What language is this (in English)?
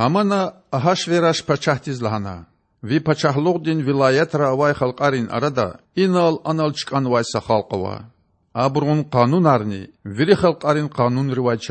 Lezghian